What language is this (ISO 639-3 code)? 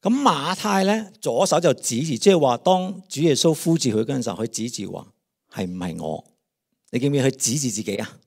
yue